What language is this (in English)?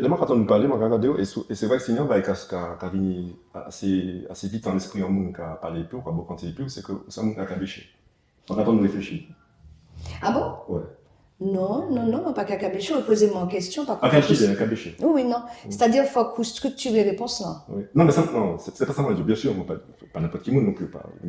Guadeloupean Creole French